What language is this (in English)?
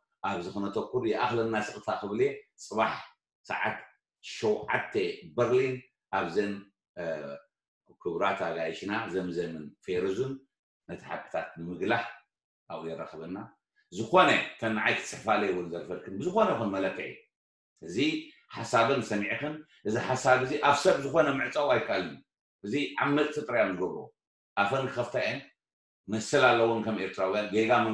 Tigrinya